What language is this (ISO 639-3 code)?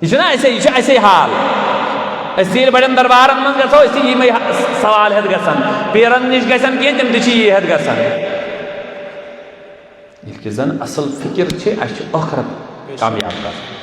kas